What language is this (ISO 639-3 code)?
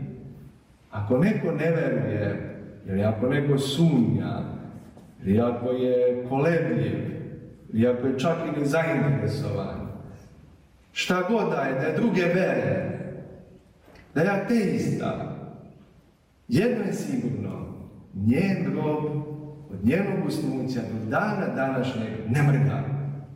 srp